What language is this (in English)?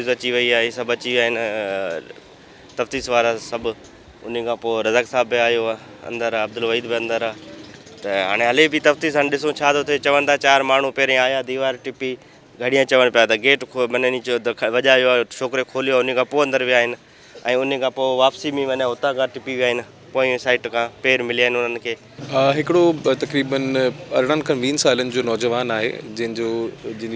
Sindhi